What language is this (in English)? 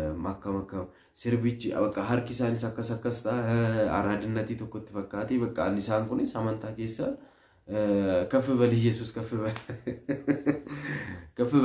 Oromo